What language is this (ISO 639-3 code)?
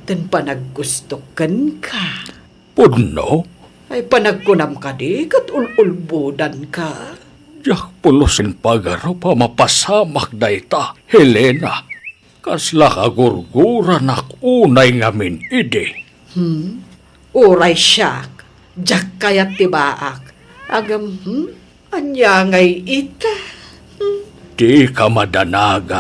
ilo